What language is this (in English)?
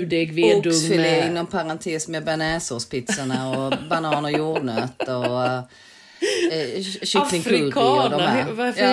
Swedish